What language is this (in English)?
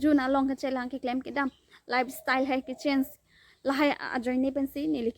Karbi